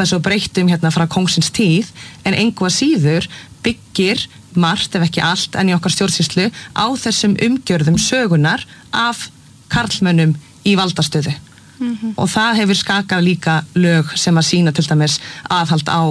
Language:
Icelandic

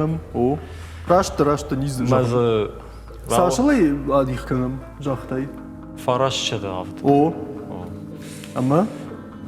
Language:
Ossetic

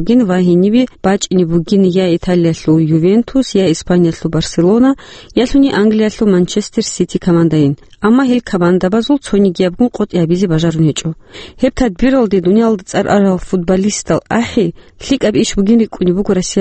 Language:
Avaric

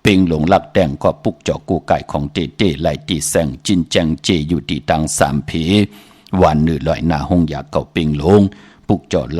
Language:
Shan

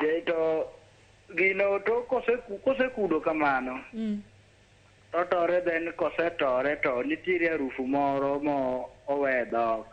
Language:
Luo (Kenya and Tanzania)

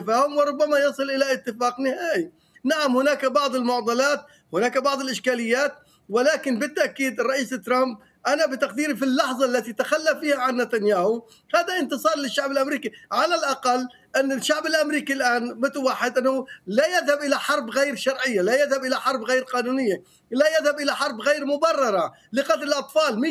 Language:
Arabic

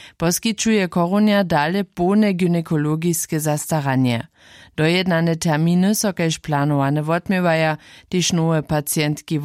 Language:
Upper Sorbian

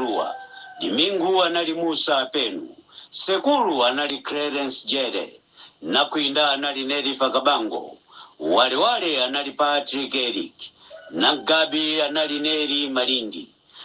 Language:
Nyanja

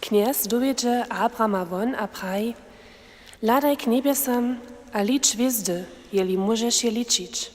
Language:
Upper Sorbian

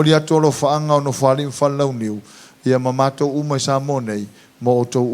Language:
Samoan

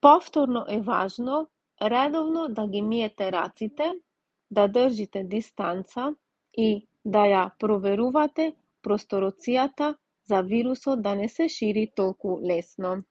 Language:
Macedonian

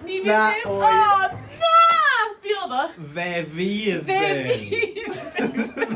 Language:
Welsh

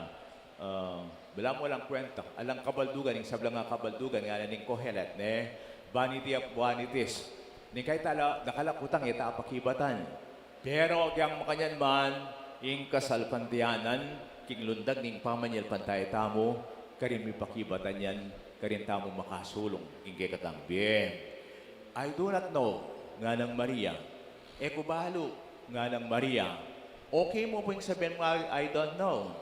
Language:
Pampanga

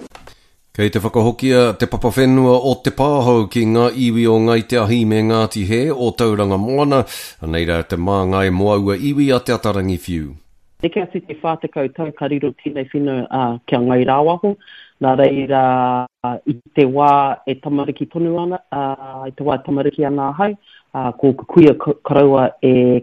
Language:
Māori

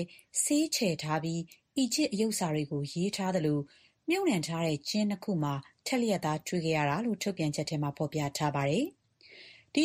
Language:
Burmese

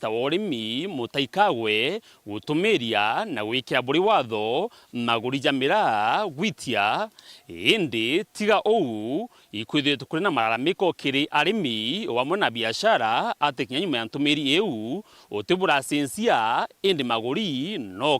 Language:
Meru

